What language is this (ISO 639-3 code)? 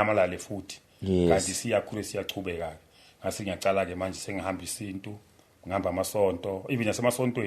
zul